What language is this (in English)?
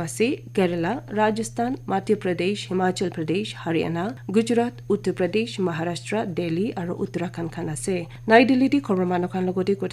Naga Pidgin